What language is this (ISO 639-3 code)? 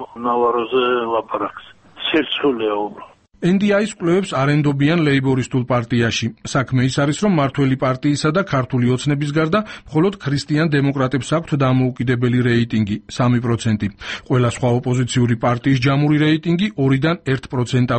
kat